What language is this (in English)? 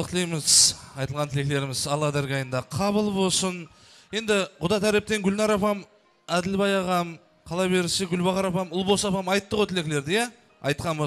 Kazakh